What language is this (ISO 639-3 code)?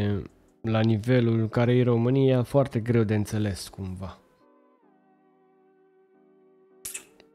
ron